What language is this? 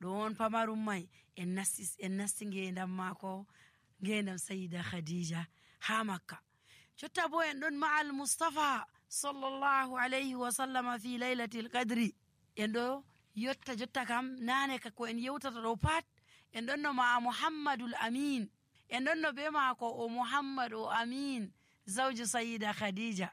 Nigerian Fulfulde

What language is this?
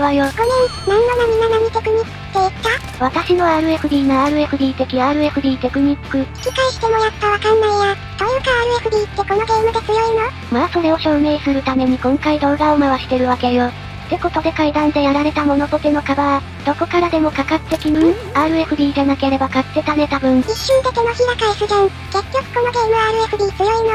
Japanese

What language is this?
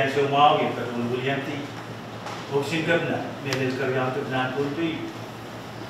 Pohnpeian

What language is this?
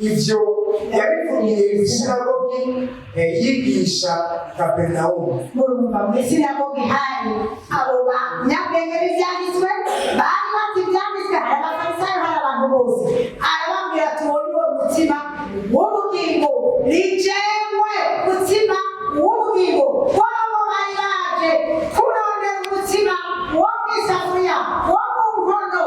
Rundi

